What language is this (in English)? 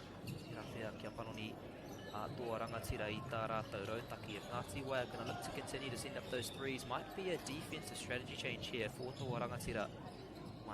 Māori